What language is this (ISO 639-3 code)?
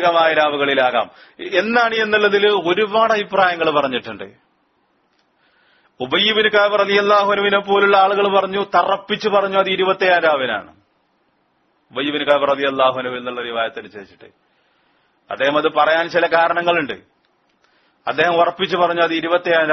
mal